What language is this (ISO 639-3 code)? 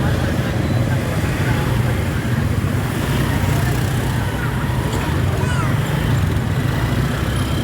min